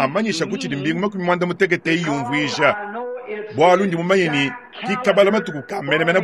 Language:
Luba-Lulua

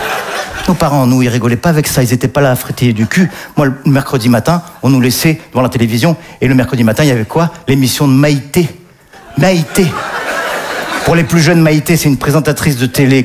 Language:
French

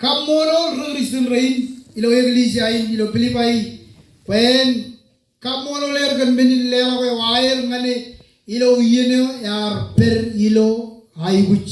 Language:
Marshallese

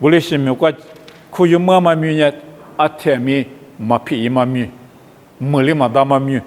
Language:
Lisu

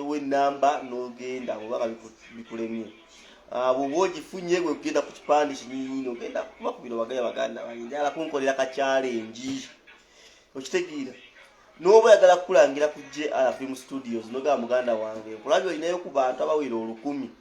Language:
Ganda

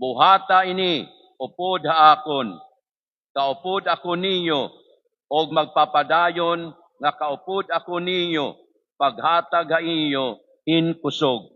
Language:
Waray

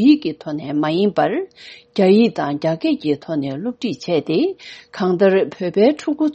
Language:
Tibetan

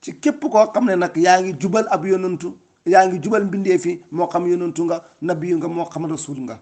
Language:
Wolof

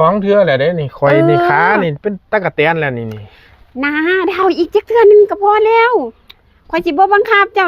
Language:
Northeastern Thai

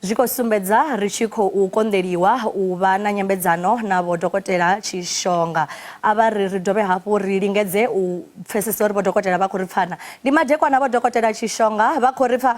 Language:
Venda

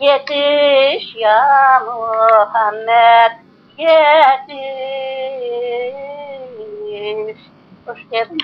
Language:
Crimean Tatar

